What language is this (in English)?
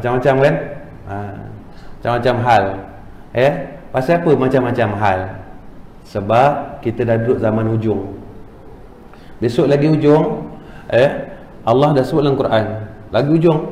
Malay